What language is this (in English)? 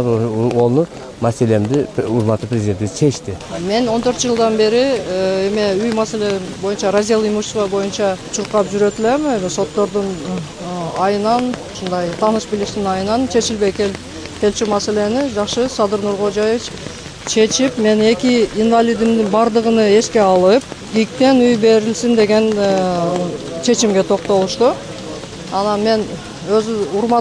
Kyrgyz